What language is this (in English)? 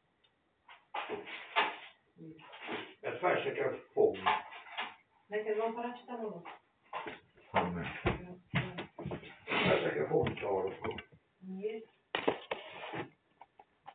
Hungarian